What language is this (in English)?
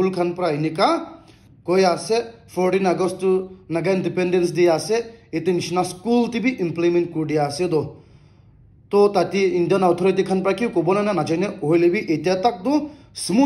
Naga Pidgin